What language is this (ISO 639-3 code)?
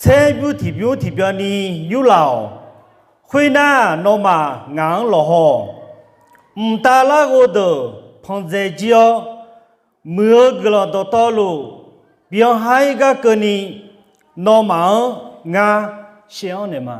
ahk